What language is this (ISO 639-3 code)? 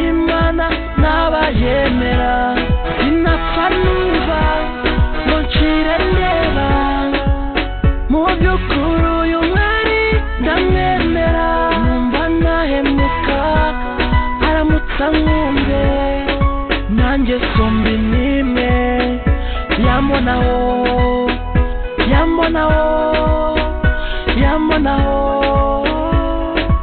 kin